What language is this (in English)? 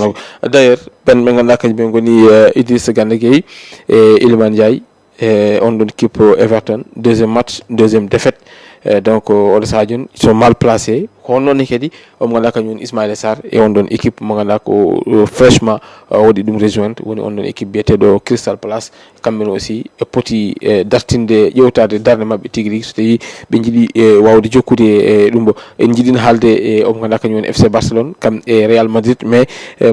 Fula